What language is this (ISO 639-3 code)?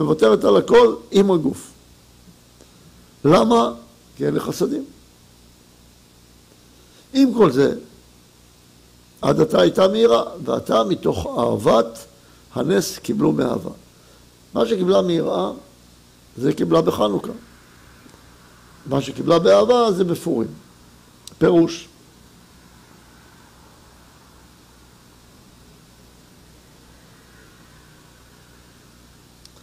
heb